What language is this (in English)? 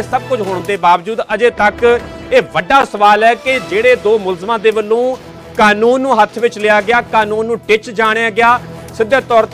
Punjabi